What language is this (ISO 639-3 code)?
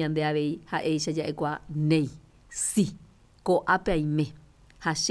grn